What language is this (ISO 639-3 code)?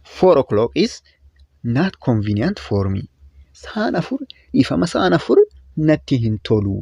orm